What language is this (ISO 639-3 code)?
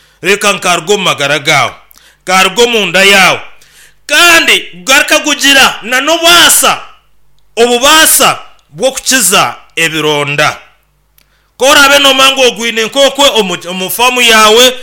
nyn